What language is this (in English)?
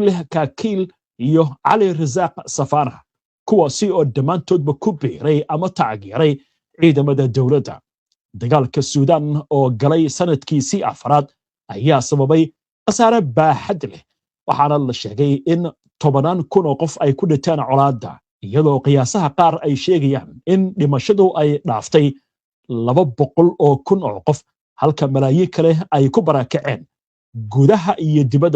Somali